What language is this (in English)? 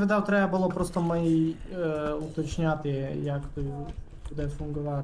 Rusyn